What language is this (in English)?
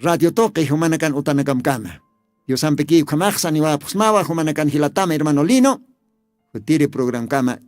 Aymara